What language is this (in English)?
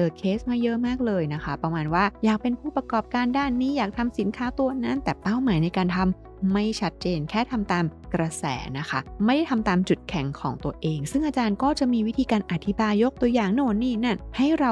Thai